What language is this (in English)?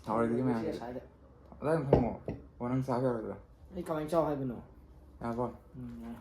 Manipuri